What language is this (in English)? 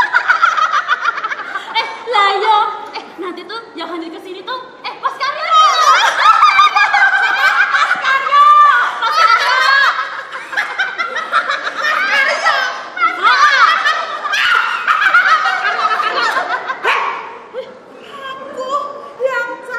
Indonesian